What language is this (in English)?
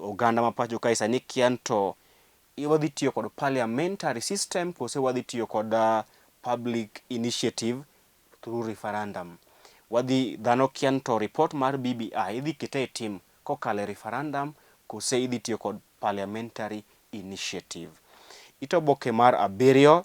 Luo (Kenya and Tanzania)